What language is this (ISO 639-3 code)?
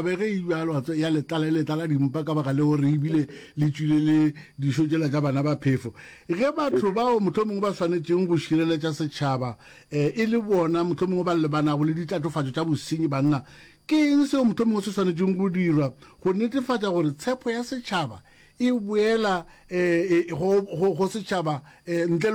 nso